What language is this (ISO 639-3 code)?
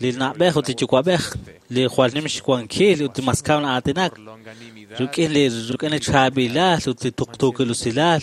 kek